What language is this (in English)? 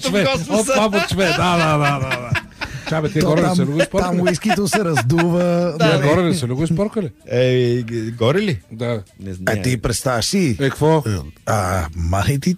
Bulgarian